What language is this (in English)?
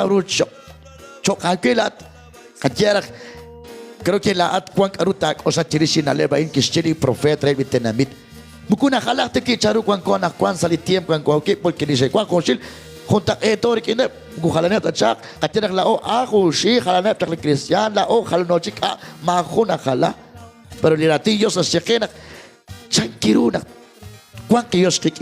Kekchí